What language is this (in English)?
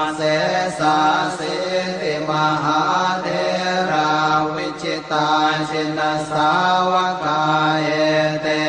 Pali